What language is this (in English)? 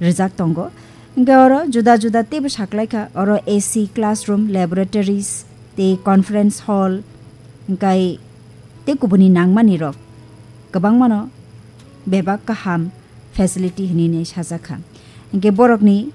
Kok Borok